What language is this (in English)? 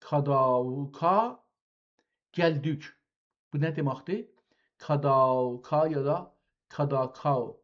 South Azerbaijani